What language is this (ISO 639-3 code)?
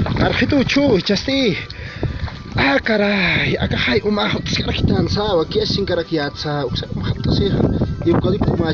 aym